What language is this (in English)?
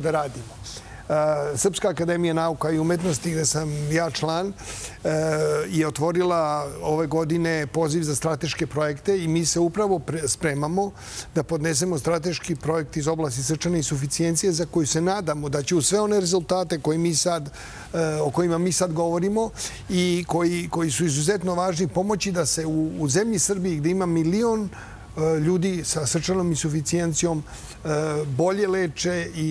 Serbian